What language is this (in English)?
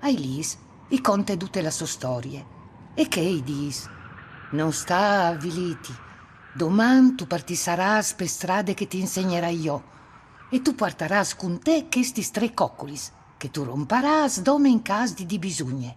Friulian